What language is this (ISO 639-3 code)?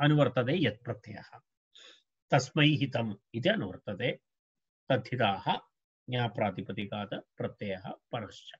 san